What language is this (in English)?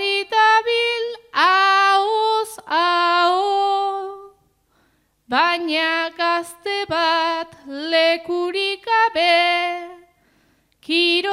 Basque